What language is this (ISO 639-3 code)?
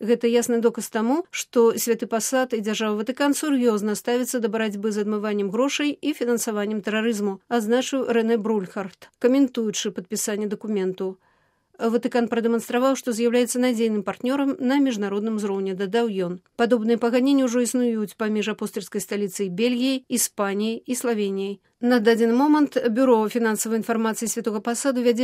bel